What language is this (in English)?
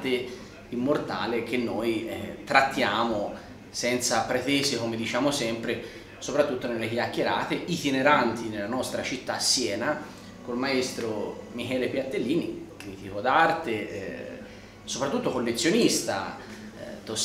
Italian